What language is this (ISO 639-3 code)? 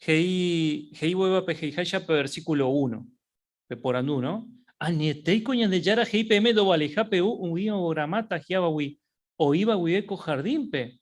grn